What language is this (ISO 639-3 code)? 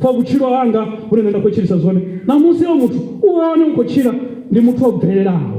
ven